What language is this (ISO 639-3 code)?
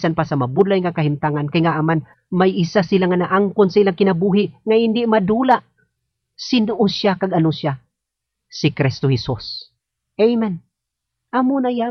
hil